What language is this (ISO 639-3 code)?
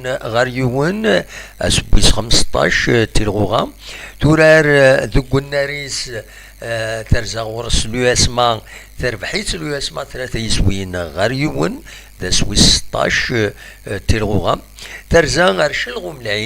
kab